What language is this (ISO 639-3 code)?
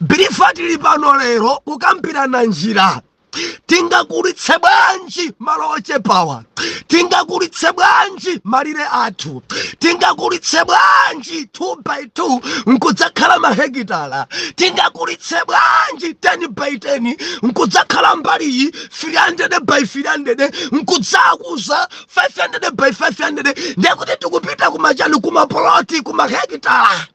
nya